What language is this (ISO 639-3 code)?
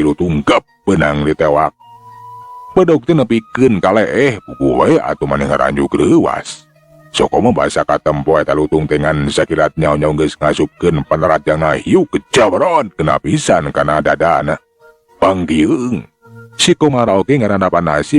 sun